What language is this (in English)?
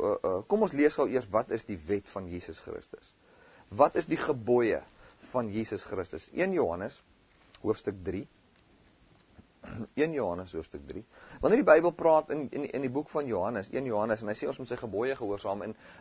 Afrikaans